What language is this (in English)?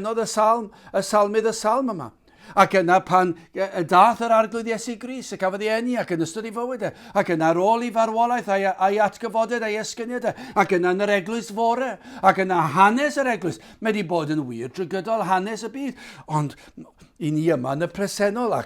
Welsh